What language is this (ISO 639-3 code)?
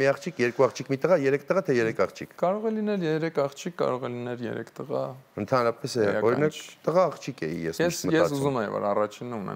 hye